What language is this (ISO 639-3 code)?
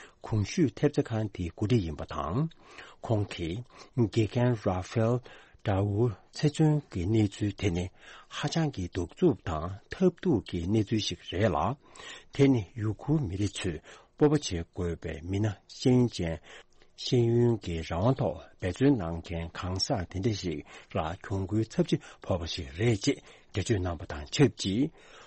bod